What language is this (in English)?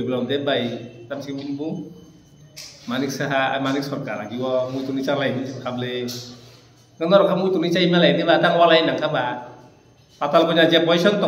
Kok Borok